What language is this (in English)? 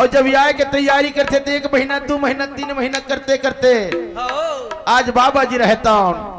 Chhattisgarhi